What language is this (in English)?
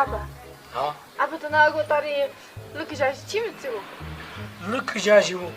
Tibetan